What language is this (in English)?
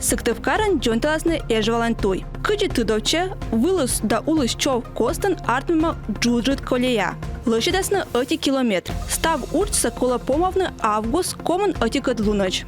Komi